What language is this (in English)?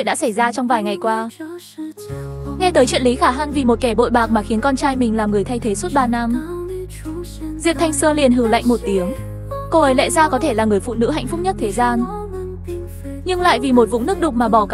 Vietnamese